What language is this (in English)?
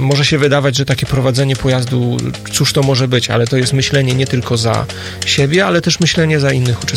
Polish